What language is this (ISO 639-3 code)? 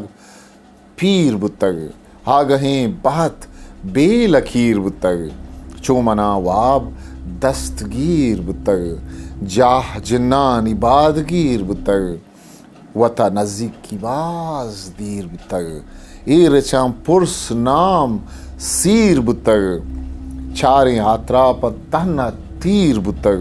bgp